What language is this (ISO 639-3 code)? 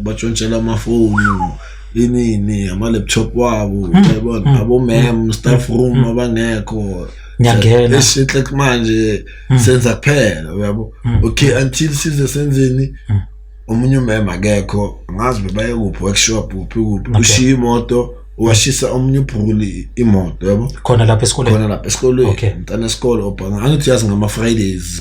zul